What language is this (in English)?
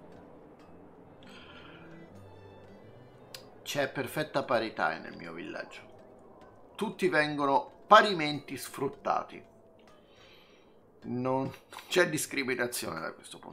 Italian